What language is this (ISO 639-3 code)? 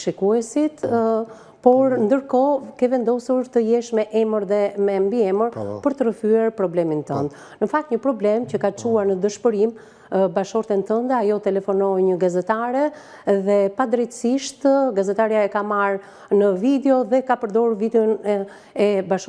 sqi